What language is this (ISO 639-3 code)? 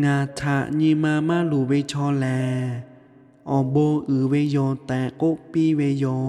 lhu